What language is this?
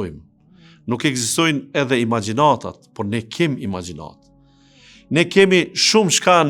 Albanian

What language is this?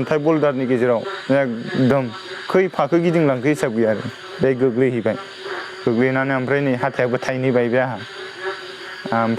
Bodo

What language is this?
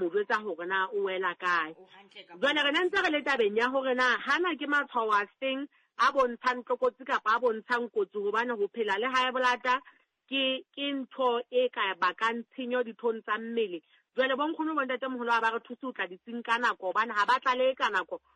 Southern Sotho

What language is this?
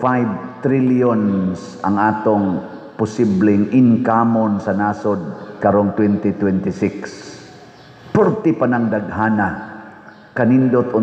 Cebuano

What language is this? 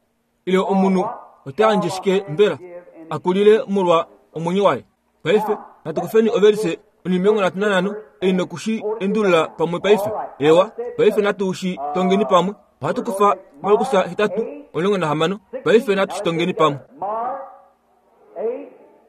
Kuanyama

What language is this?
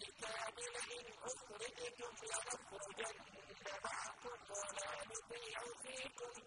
Arabic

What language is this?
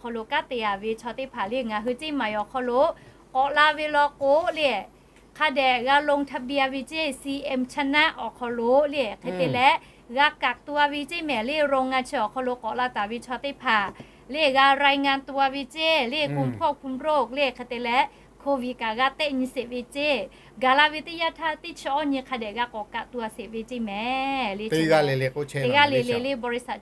Lahu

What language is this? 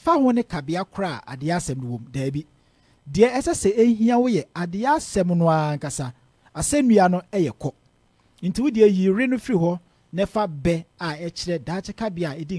Akan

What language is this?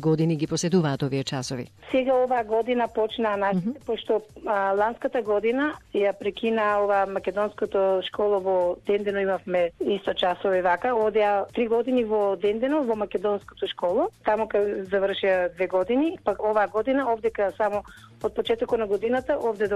Macedonian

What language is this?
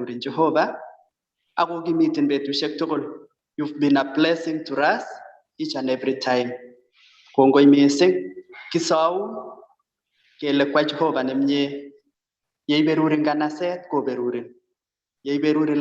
Kalenjin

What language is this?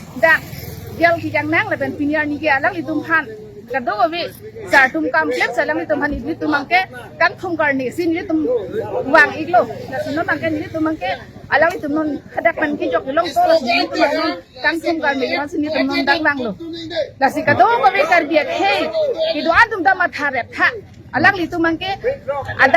Karbi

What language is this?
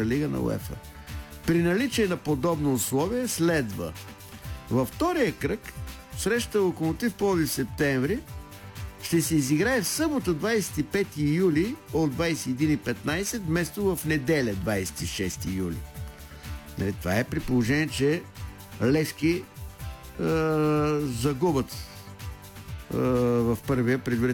Bulgarian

